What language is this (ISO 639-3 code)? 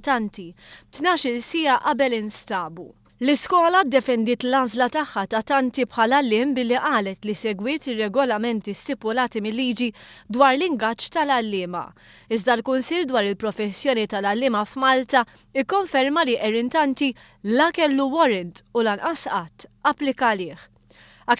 mlt